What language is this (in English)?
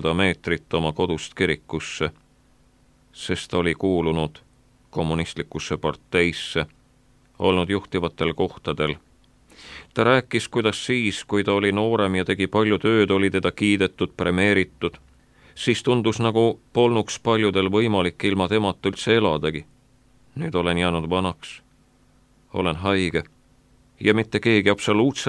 Estonian